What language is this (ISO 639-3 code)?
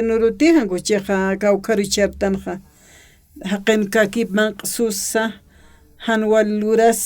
aym